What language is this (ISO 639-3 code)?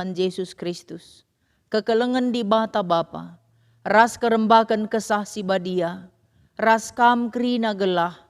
btx